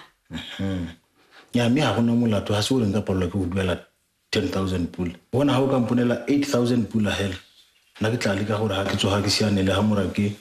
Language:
Tswana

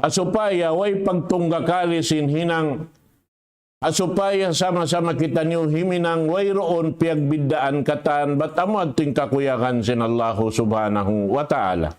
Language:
Tausug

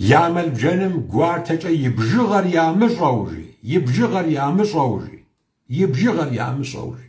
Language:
Kabardian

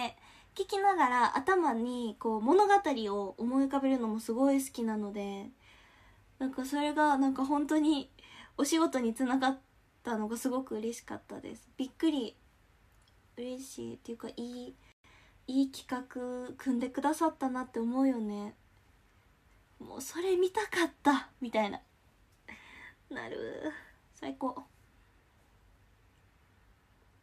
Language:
Japanese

